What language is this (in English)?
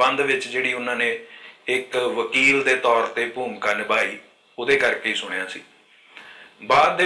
Punjabi